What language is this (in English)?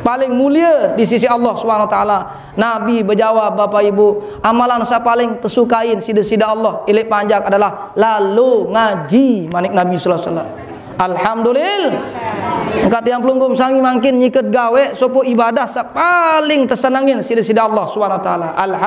Sasak